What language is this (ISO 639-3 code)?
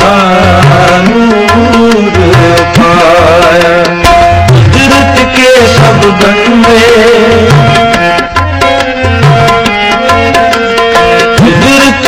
pan